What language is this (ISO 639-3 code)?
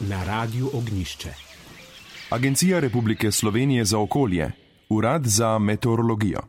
slv